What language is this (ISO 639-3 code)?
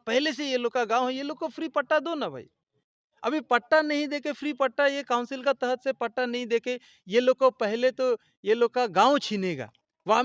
mjw